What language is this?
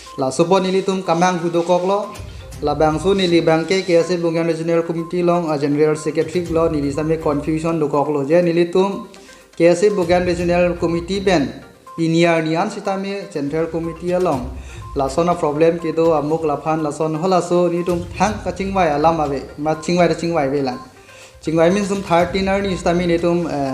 Karbi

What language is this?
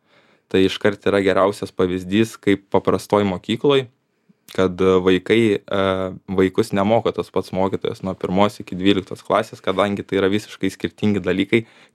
Lithuanian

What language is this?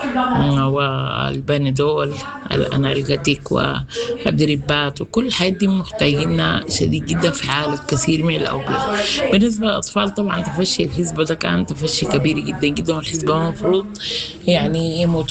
Sudanese Arabic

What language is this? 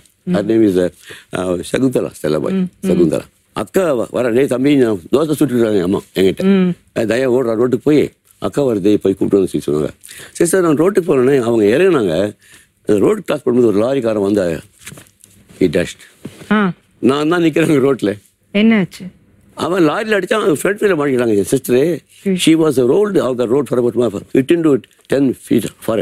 Tamil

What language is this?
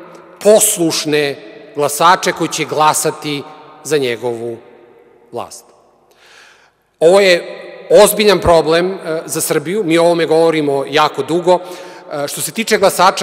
Serbian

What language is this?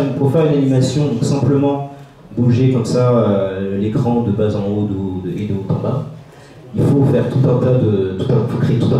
French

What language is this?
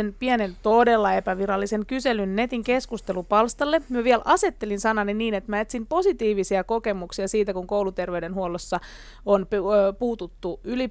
Finnish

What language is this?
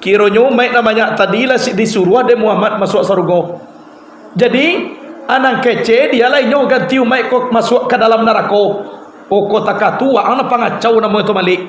Minangkabau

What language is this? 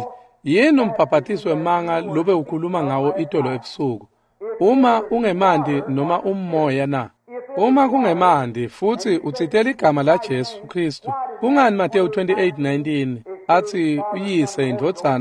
Swati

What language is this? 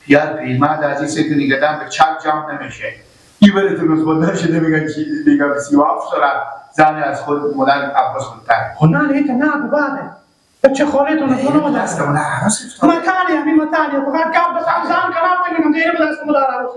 Persian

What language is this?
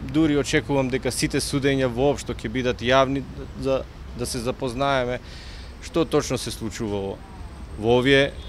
Macedonian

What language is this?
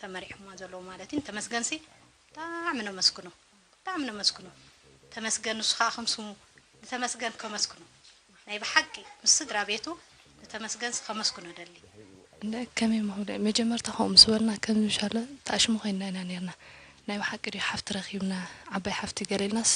Tigrinya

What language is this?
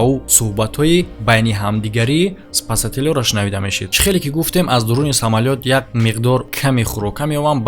Tajik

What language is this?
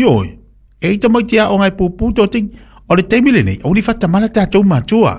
Samoan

